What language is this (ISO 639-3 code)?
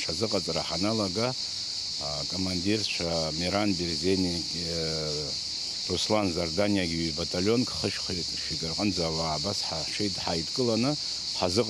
abk